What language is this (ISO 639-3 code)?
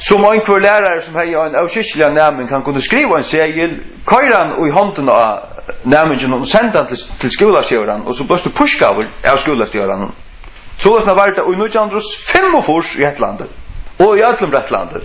fao